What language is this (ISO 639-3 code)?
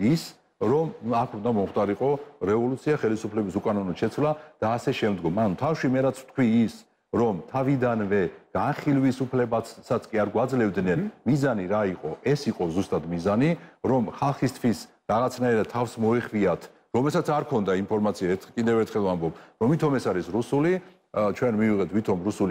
kat